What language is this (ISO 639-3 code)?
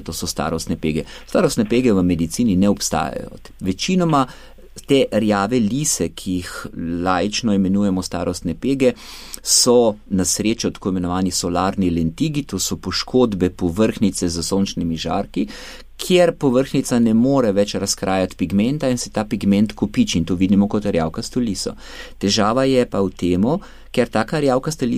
slv